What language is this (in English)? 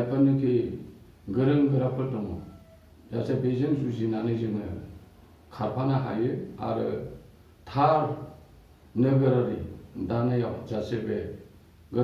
Bodo